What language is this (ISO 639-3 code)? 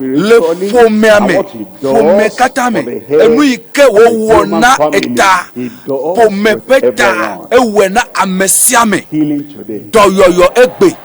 ewe